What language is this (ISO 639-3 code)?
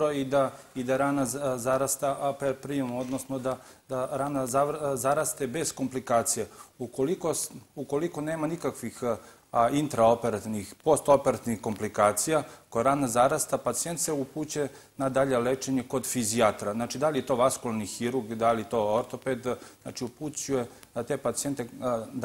srp